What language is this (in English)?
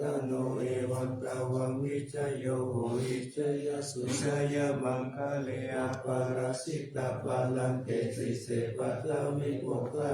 Pali